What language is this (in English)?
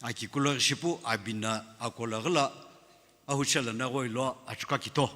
Sumi Naga